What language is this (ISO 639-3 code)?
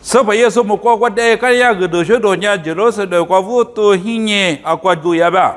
lis